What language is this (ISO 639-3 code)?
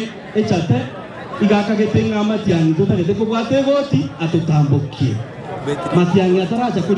guz